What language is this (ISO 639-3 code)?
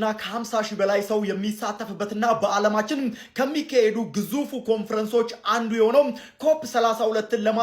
amh